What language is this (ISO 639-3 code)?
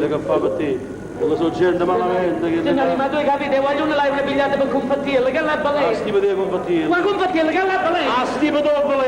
nap